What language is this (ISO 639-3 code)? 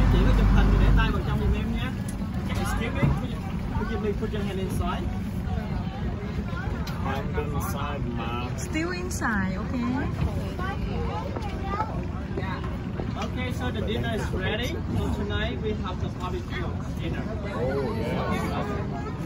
vie